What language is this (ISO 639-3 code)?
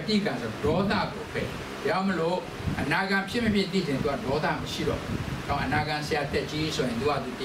mya